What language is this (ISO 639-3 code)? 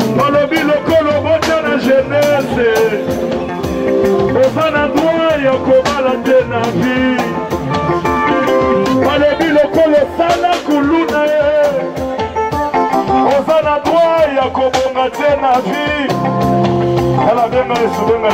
lin